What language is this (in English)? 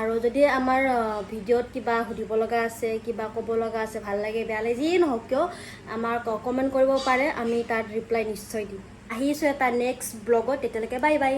Assamese